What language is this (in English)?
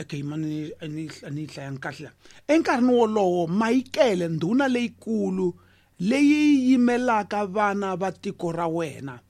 Tsonga